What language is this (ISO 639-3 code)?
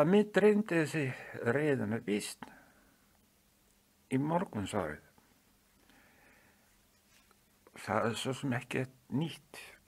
isl